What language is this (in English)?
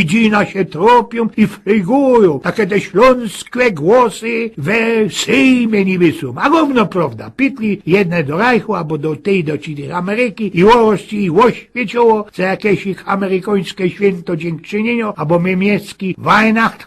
Silesian